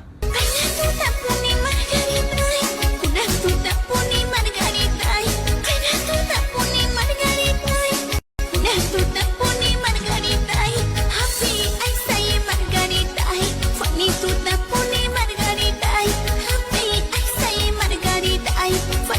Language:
Quechua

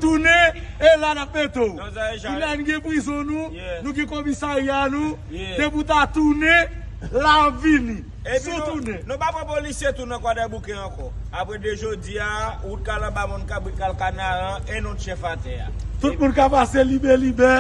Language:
Haitian Creole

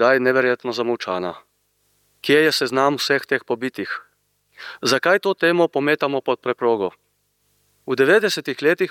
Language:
Slovenian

